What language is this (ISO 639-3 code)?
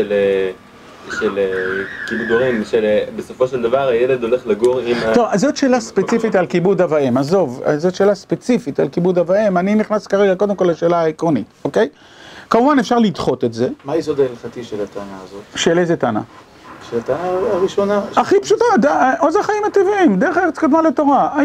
heb